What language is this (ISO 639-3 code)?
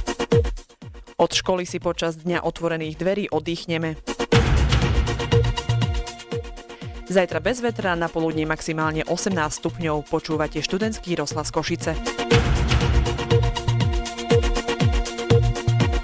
slk